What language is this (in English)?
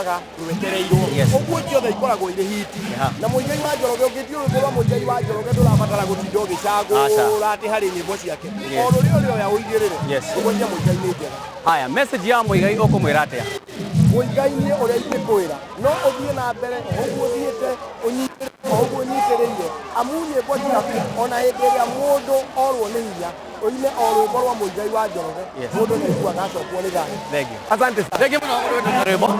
Kikuyu